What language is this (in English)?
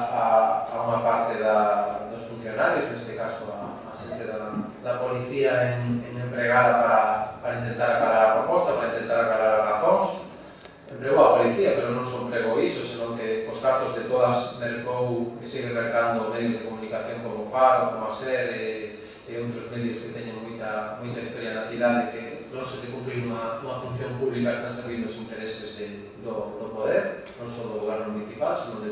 Galician